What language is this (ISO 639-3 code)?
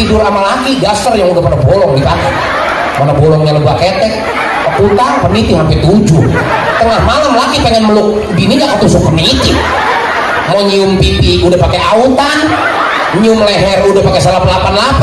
bew